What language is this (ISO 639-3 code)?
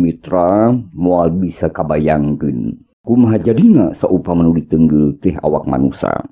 sun